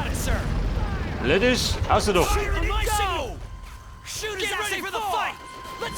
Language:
Bavarian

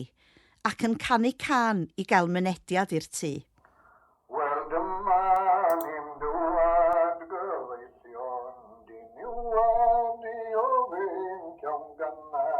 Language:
Welsh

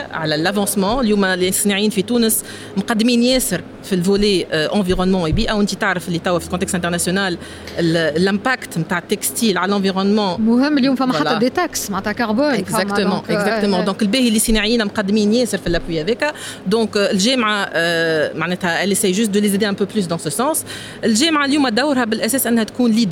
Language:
Tunisian Arabic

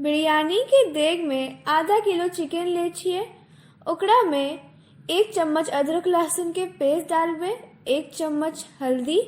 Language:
Maithili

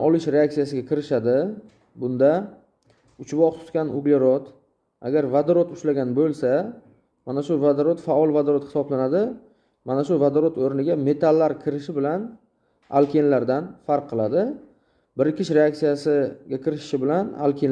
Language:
Uzbek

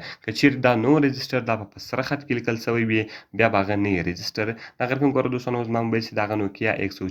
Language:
Pashto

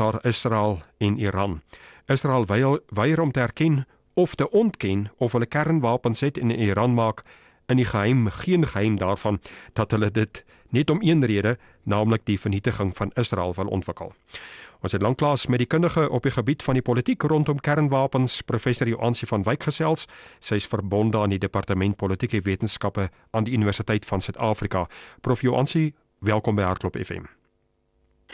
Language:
Afrikaans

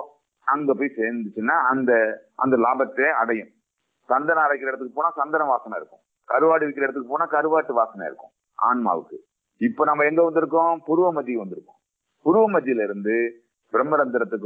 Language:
Tamil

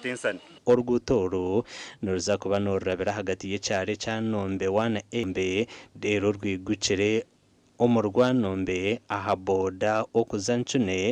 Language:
Nyankole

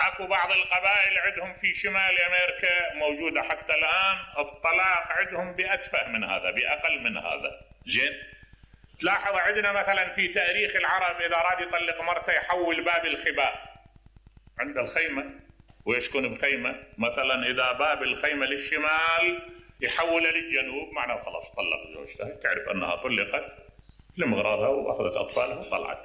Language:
Mesopotamian Arabic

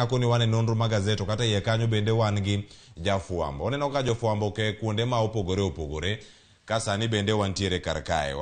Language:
Luo (Kenya and Tanzania)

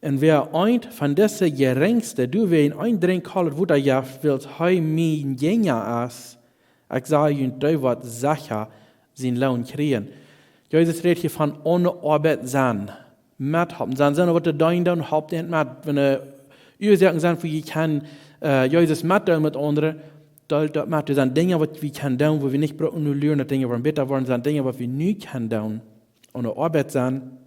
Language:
Plautdietsch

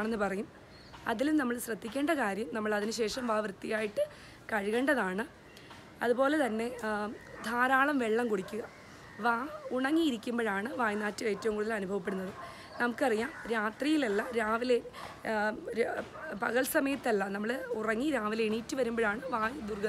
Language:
Malayalam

